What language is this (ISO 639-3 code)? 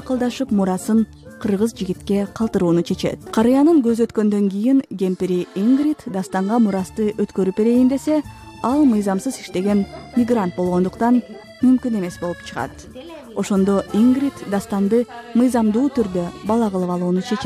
kir